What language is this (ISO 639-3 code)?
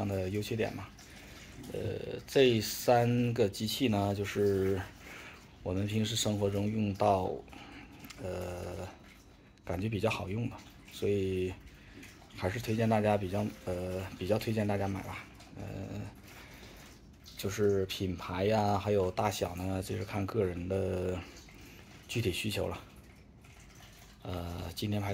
zho